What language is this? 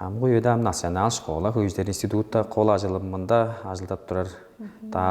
Tuvinian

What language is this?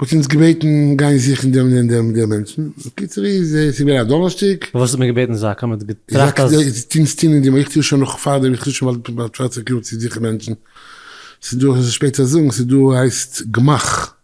Yiddish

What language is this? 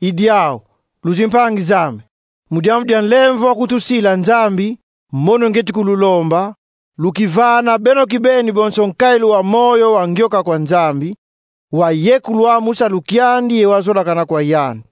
Kongo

